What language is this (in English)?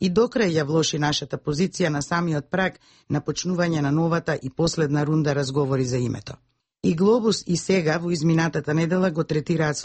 Macedonian